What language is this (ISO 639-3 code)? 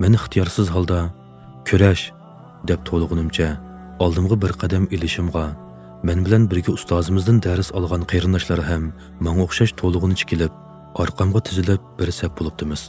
uig